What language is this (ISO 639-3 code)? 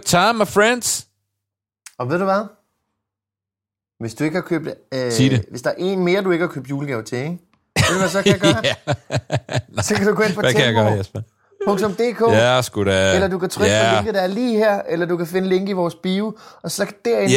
dan